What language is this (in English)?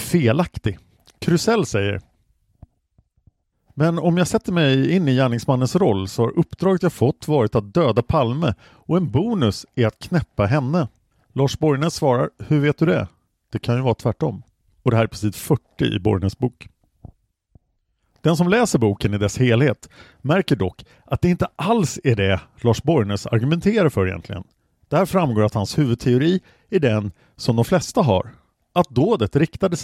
Swedish